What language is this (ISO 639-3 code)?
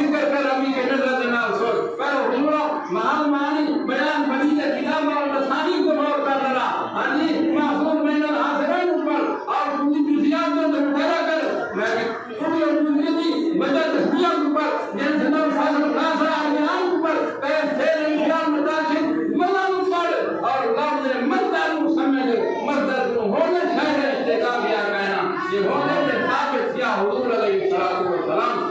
skr